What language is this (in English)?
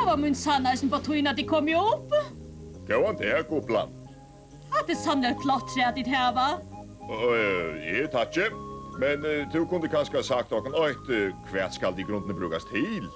Faroese